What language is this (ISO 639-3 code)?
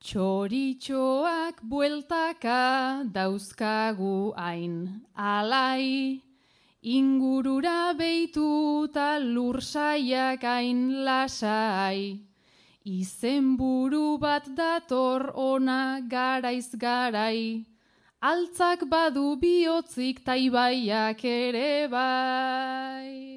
eus